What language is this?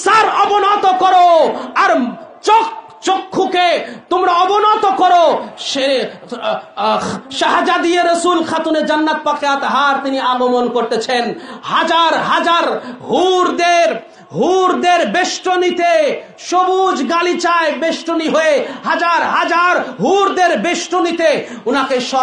Bangla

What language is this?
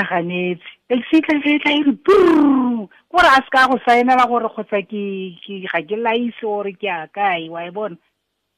Tswana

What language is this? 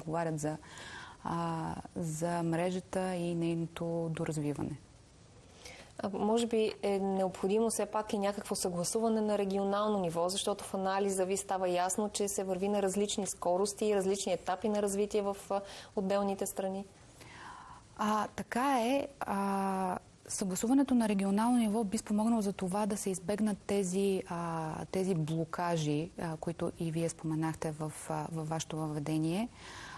Bulgarian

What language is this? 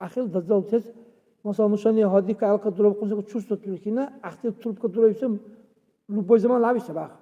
Dargwa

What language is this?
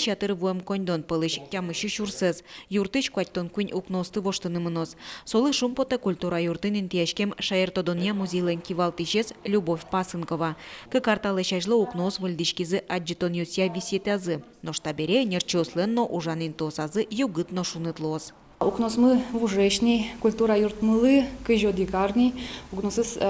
Udmurt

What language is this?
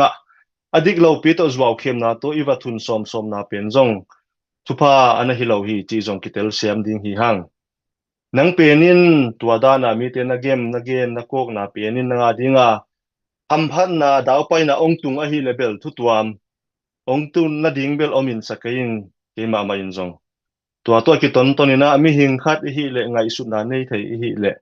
Tedim Chin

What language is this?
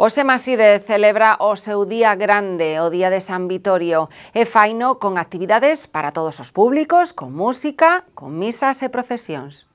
Galician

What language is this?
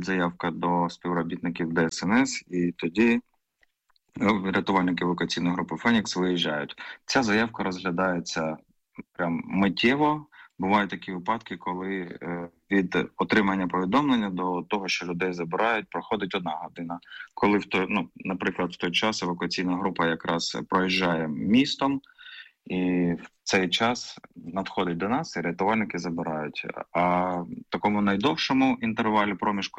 Ukrainian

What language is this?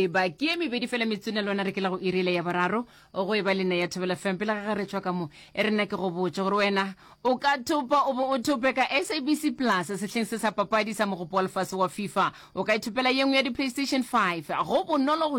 Northern Sotho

